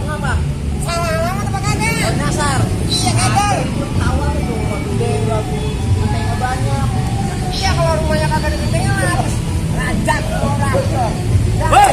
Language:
Betawi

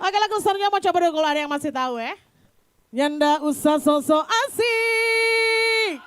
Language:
Manado Malay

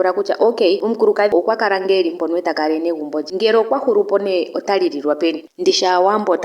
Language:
Ndonga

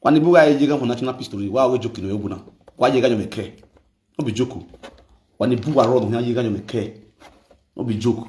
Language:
Nigerian Pidgin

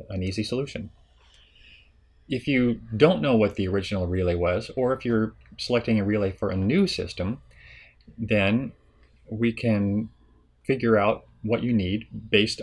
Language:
English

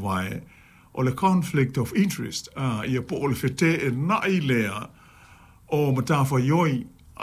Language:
Samoan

